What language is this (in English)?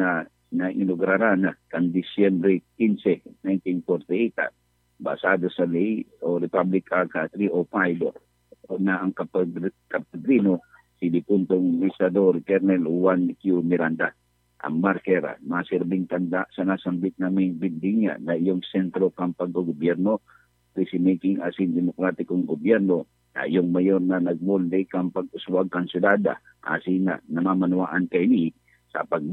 Bikol